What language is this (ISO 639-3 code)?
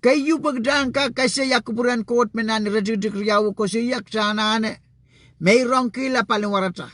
pon